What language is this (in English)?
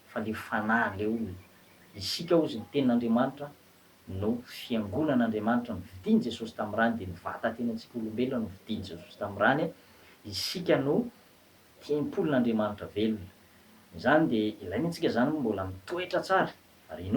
Malagasy